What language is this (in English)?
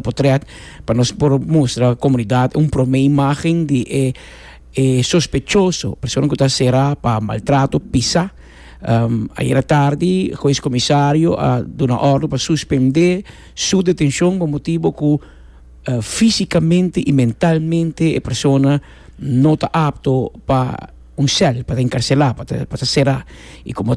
Papiamento